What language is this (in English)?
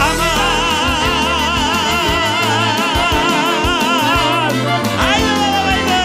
Crimean Tatar